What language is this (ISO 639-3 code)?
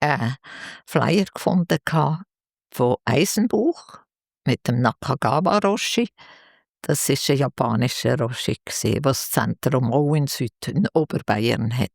gsw